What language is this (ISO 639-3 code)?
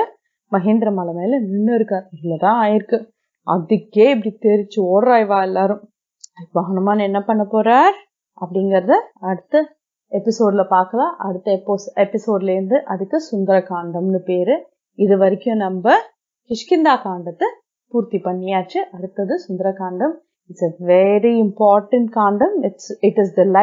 tam